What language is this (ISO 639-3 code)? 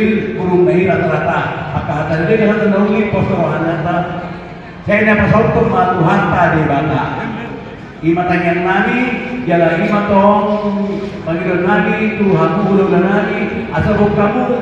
bbc